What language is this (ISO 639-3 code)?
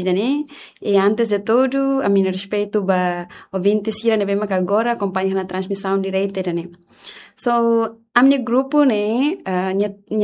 tet